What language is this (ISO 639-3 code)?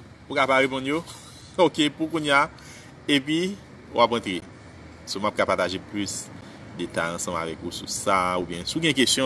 hat